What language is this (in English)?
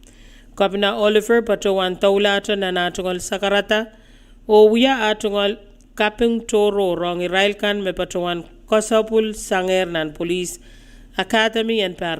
Pohnpeian